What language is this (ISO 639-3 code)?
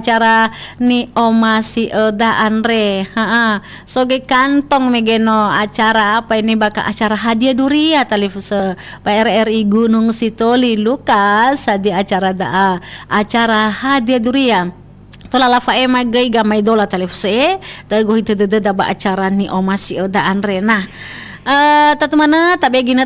nia